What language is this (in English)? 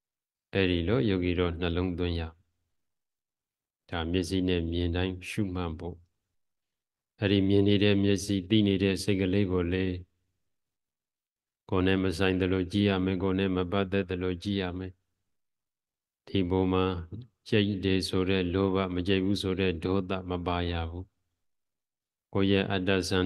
Burmese